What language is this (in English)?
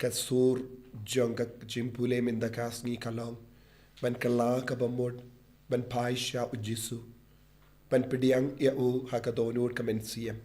Khasi